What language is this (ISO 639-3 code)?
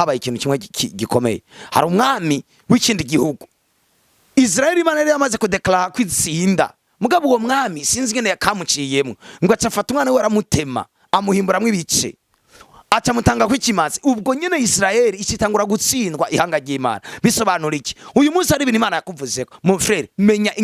run